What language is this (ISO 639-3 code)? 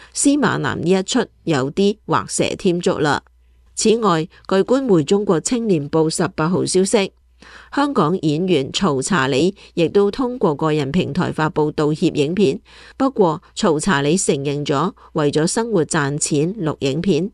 yue